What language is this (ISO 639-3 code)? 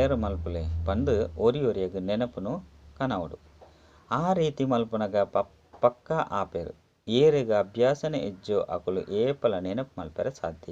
tcy